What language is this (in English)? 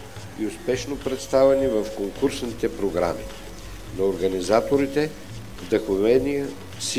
Bulgarian